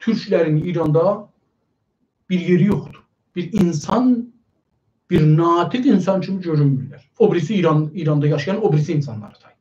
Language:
South Azerbaijani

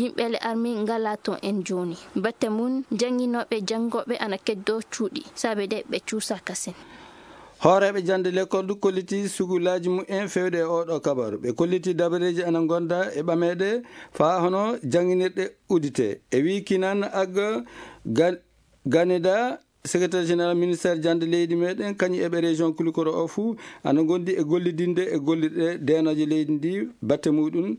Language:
Fula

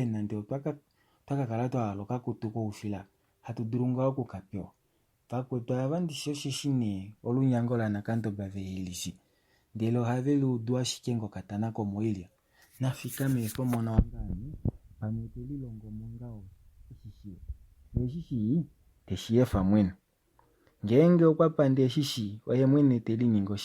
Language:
Kuanyama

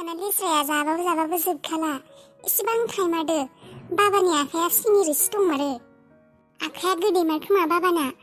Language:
Bodo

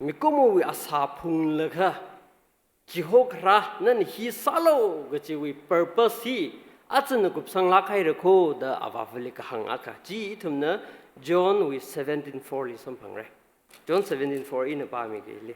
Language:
Tangkhul Naga (India)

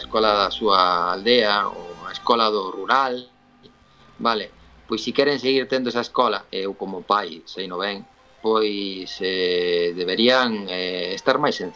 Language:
Galician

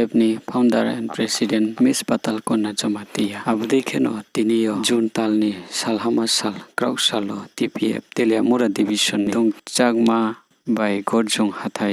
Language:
Riang (India)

